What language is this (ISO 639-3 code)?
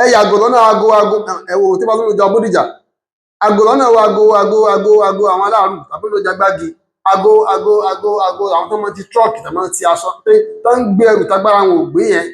yor